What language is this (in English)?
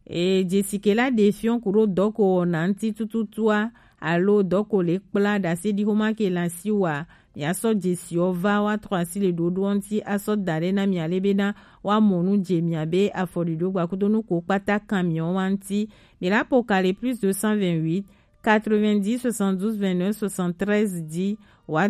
Gen